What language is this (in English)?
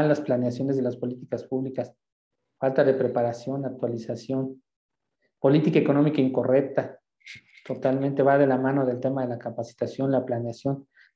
Spanish